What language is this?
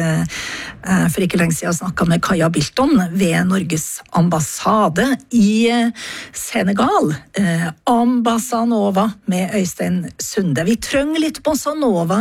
Norwegian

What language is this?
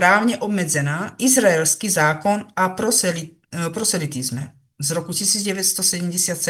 Slovak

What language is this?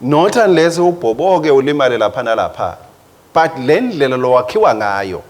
Swati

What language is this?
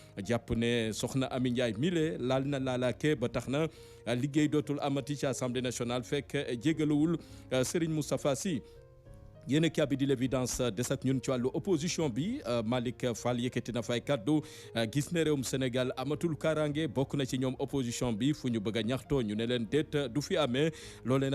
Wolof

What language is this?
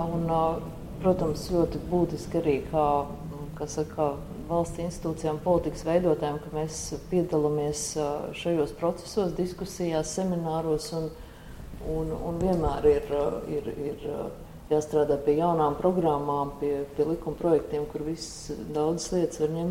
Latvian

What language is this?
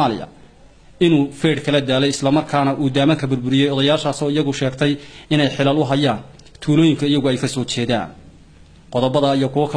Somali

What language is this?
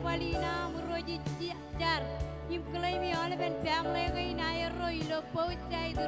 Marshallese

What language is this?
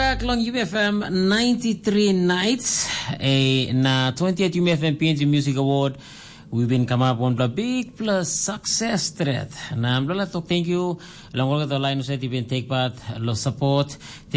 Tok Pisin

